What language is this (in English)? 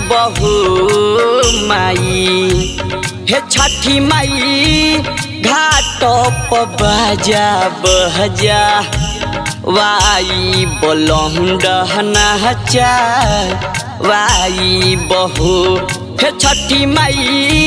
Bhojpuri